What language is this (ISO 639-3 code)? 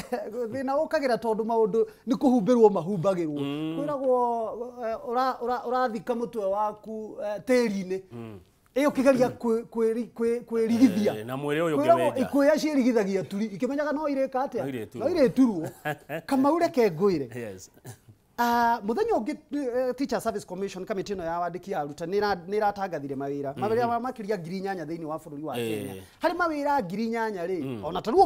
kik